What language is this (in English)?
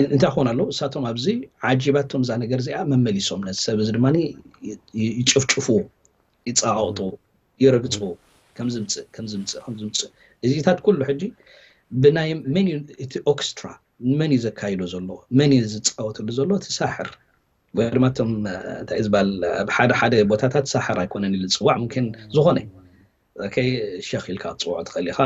Tigrinya